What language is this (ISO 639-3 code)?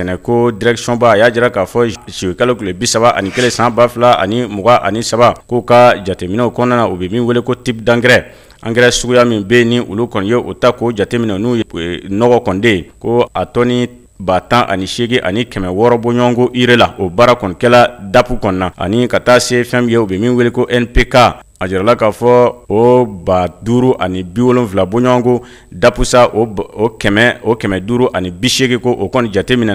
bam